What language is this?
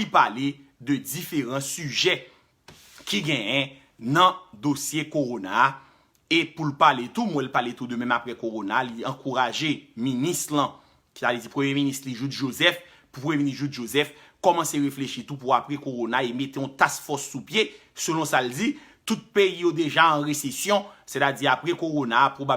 Haitian Creole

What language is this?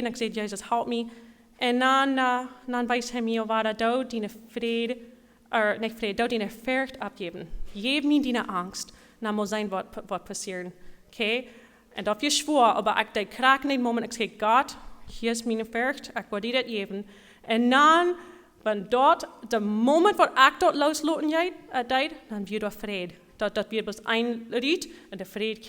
Plautdietsch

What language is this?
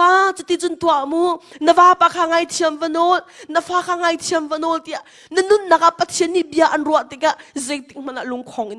Hakha Chin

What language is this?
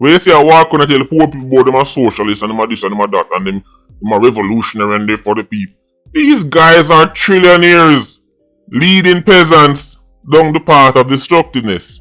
Jamaican Creole English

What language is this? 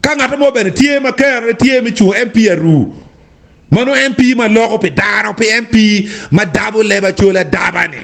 Acoli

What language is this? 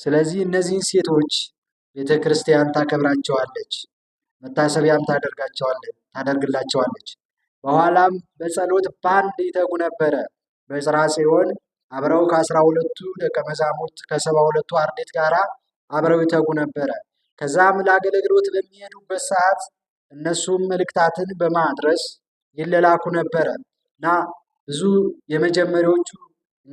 Amharic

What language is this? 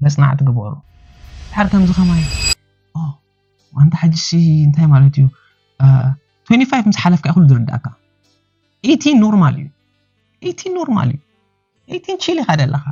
Tigrinya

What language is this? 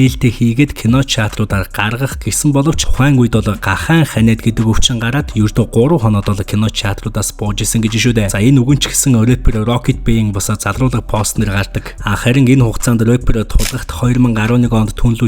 Mongolian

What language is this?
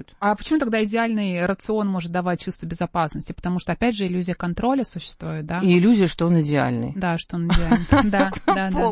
Russian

